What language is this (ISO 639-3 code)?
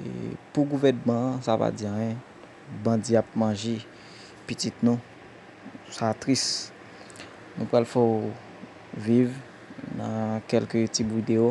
hat